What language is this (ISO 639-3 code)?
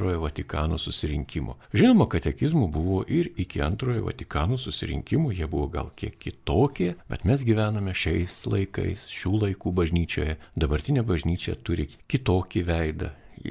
lit